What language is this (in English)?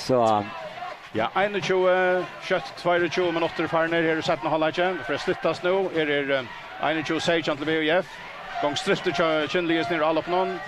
Faroese